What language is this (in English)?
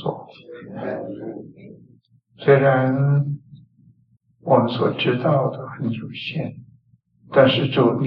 Chinese